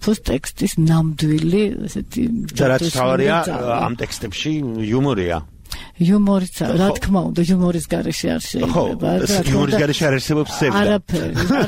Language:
Georgian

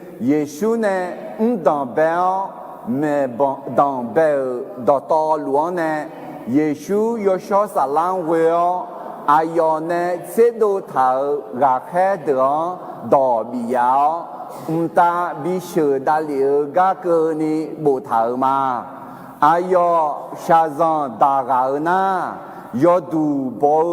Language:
Akha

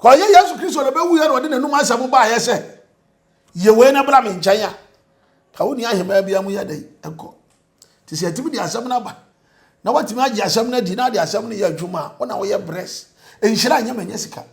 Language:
Akan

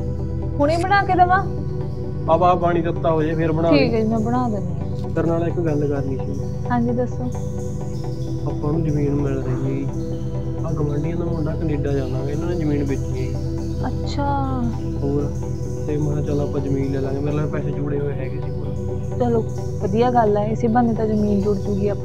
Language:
Punjabi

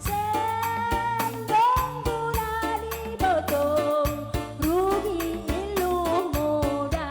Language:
Batak Simalungun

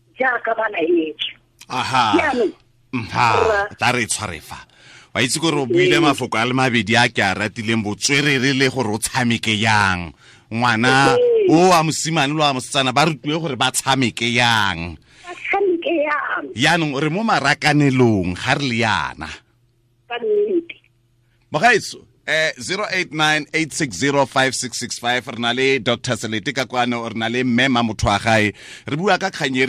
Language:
Tswana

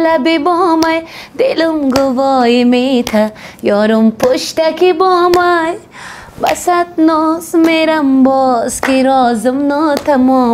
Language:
Tajik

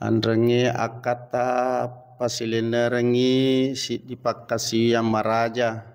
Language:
Buginese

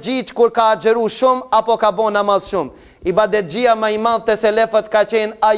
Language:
Albanian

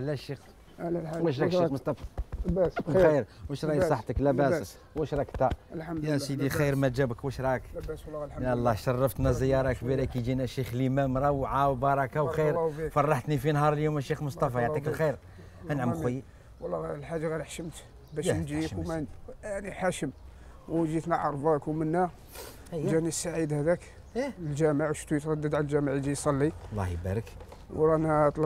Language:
Algerian Arabic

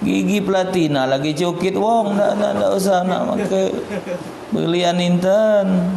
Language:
Musi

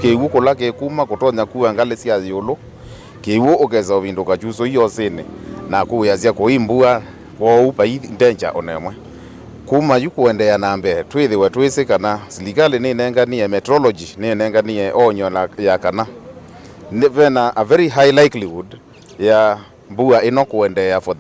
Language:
Kamba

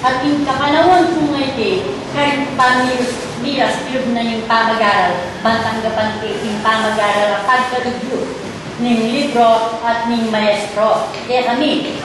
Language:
Pampanga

